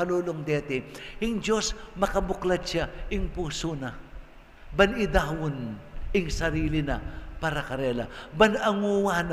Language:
Pampanga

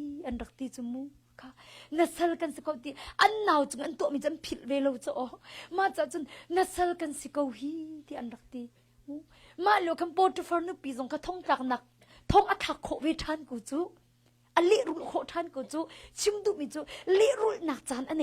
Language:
Hakha Chin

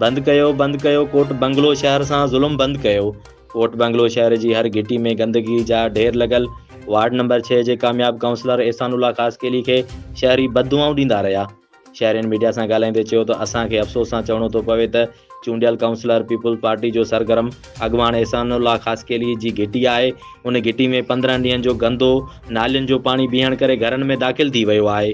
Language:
Sindhi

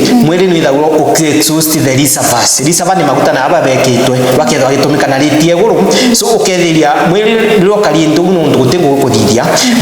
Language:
Meru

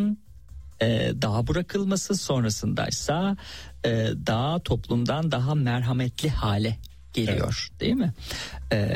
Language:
Turkish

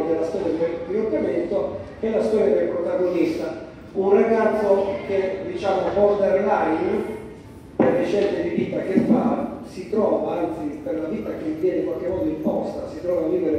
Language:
Italian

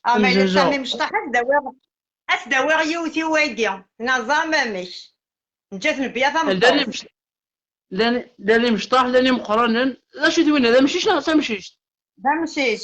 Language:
Kabyle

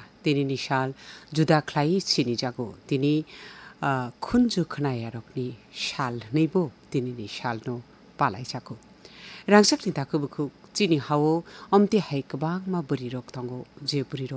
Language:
Kok Borok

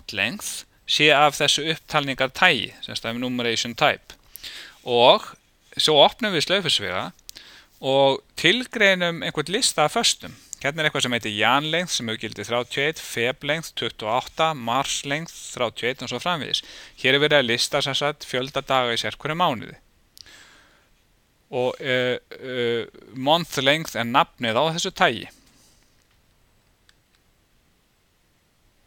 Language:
Icelandic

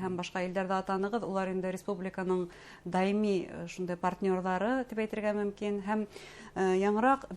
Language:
Bashkir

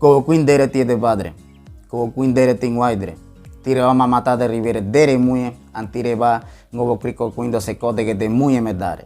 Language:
Ngäbere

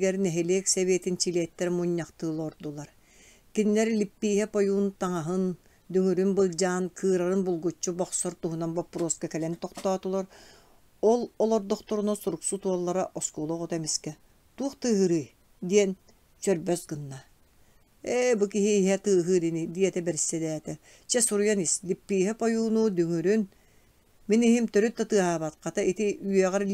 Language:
Yakut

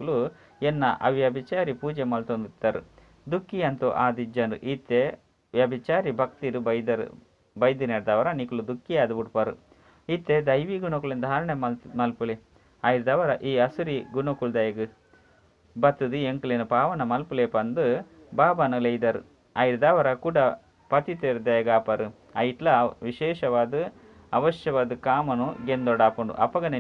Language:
Tulu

